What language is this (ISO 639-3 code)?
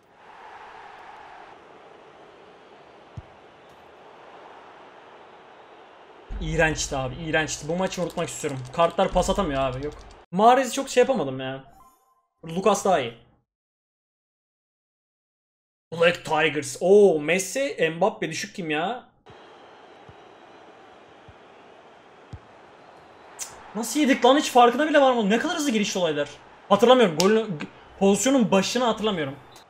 tur